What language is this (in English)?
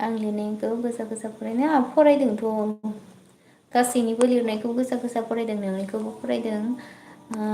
Bodo